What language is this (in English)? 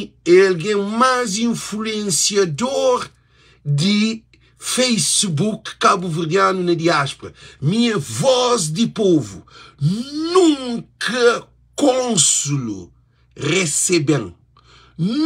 Kabuverdianu